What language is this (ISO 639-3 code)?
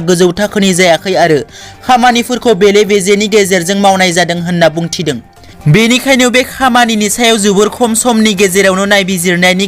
brx